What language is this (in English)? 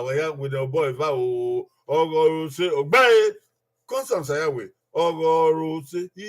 Bini